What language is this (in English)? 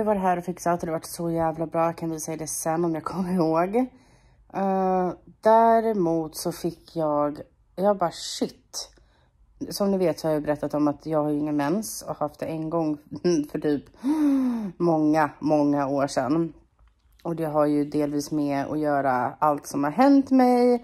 Swedish